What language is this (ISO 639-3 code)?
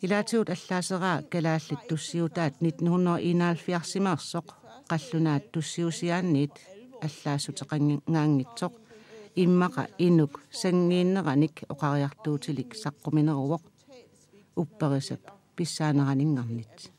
kal